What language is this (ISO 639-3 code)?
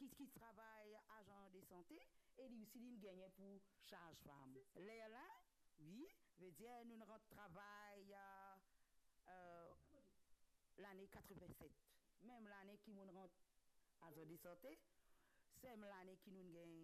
mfe